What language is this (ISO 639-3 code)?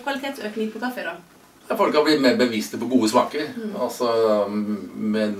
nor